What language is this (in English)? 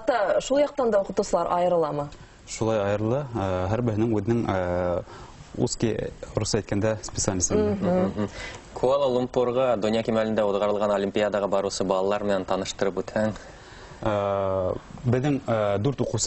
Bashkir